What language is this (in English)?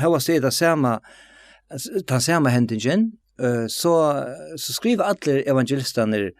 Faroese